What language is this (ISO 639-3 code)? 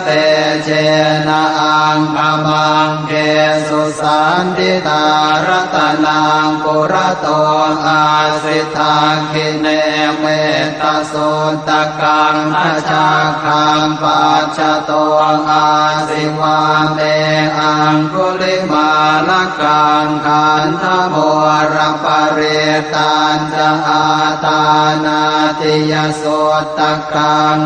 pli